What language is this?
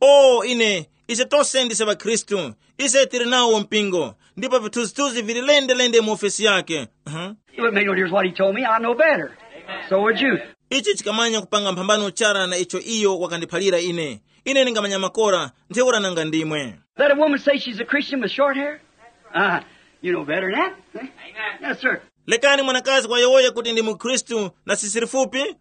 Tumbuka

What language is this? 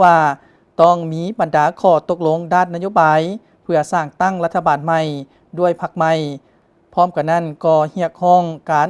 Lao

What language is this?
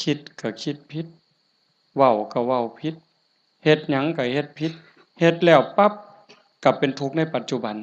Northeastern Thai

